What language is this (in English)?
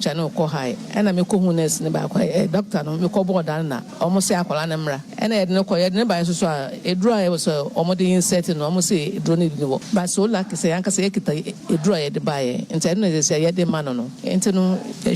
Akan